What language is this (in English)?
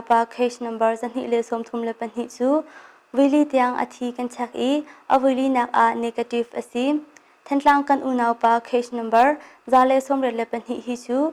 Hakha Chin